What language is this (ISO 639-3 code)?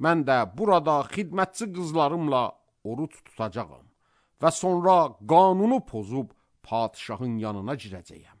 aze